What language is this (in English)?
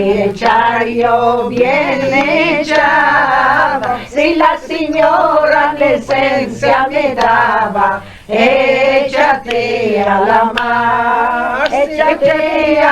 Ladino